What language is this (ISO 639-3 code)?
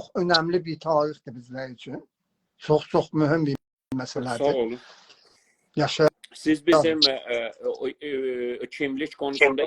azb